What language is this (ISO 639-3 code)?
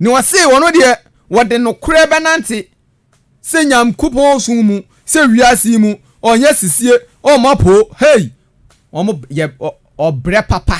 aka